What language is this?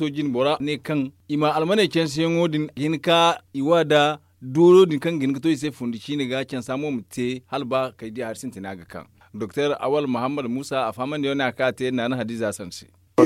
Zarma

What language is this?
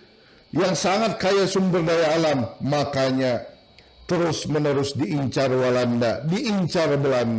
Banjar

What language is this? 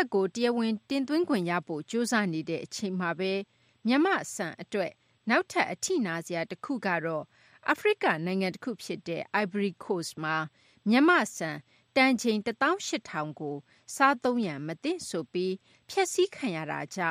Burmese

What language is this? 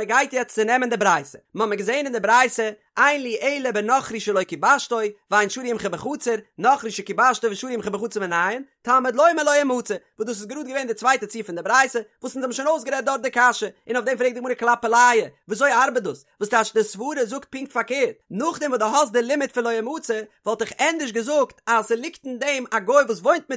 Yiddish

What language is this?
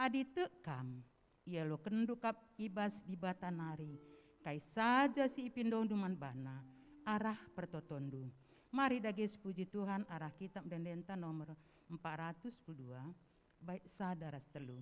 Batak Karo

